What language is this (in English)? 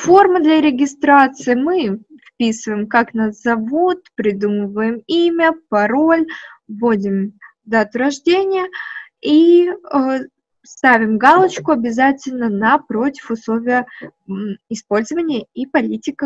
Russian